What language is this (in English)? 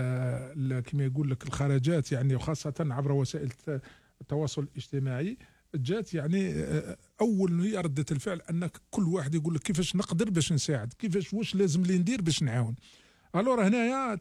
Algerian Arabic